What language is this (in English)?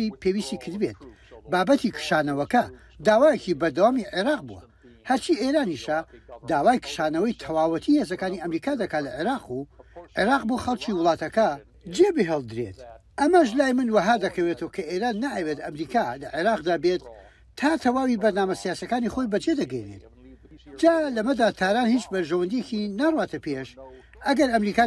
Central Kurdish